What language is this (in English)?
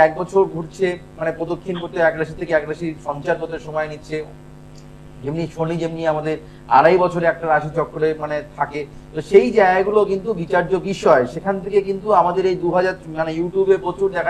Bangla